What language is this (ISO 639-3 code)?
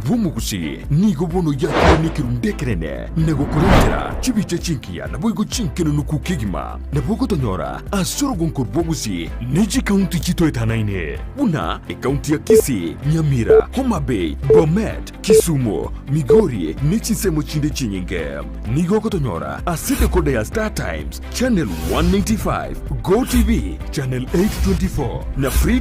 guz